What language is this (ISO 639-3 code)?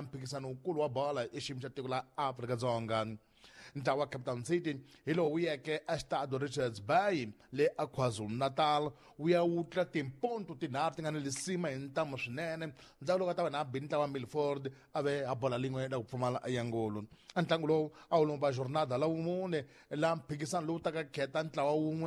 tso